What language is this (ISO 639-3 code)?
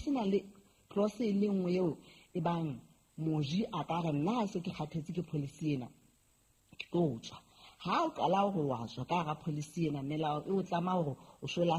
sot